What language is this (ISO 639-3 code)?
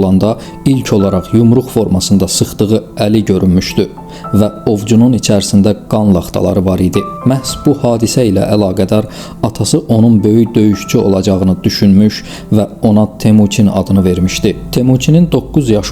aze